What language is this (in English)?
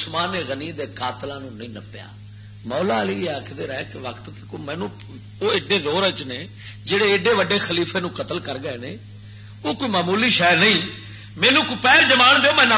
Western Panjabi